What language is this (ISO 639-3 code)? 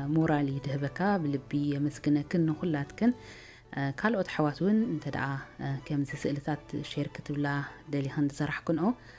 tir